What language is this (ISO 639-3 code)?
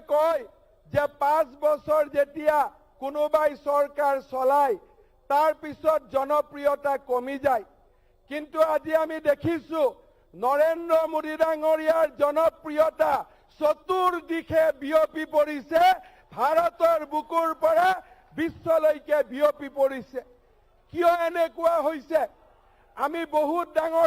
asm